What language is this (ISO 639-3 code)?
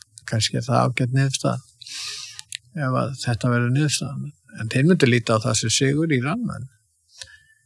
isl